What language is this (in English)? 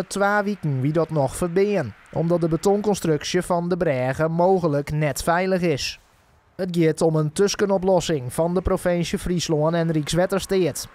Western Frisian